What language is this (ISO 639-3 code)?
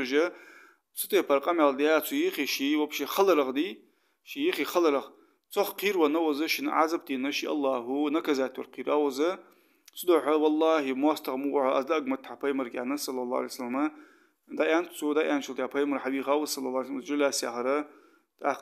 inh